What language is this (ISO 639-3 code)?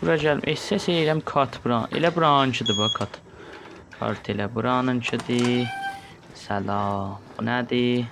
azb